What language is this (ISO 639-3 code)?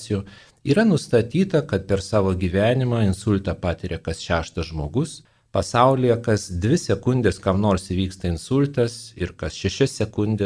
lit